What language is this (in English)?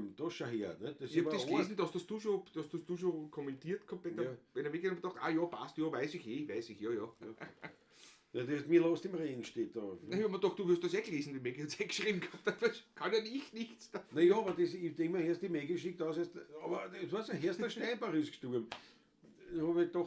Bavarian